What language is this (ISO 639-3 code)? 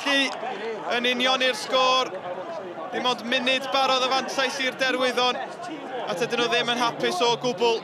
cym